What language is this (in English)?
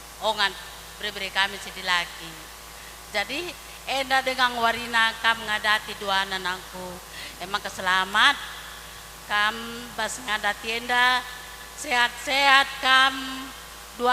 Batak Karo